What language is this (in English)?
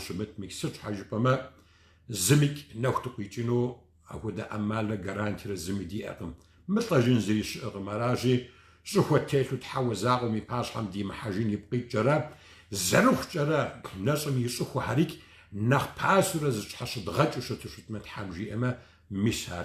Kabardian